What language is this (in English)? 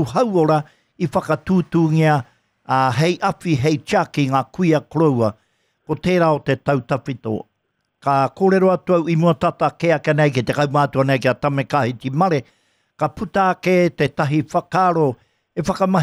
Māori